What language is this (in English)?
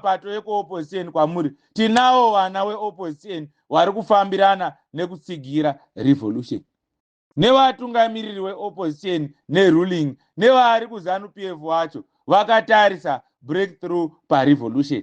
Shona